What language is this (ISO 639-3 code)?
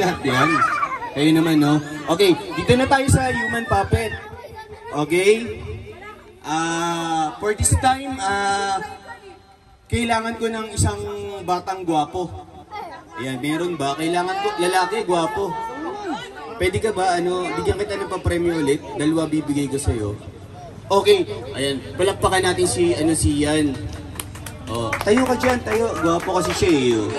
fil